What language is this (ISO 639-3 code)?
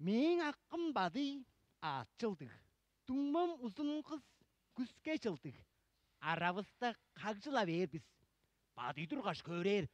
tyv